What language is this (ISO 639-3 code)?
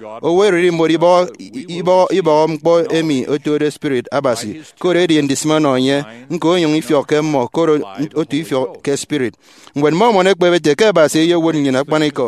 efi